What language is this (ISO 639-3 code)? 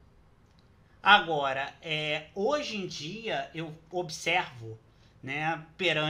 por